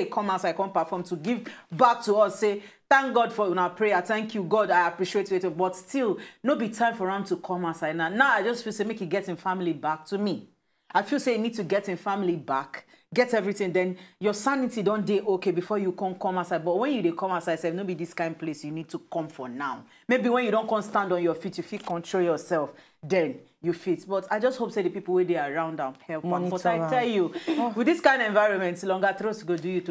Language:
Nigerian Pidgin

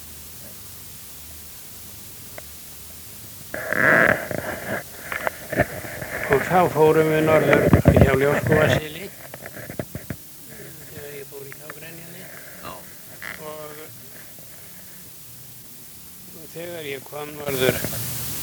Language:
Icelandic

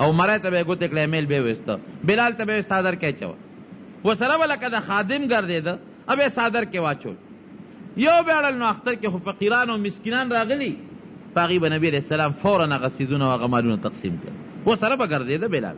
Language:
Pashto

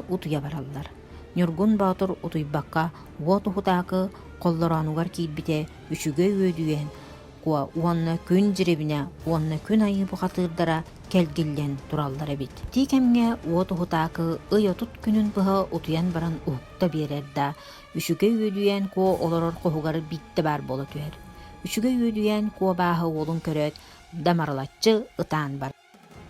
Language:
Yakut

